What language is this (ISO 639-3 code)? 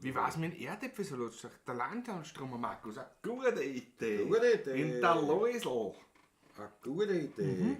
bar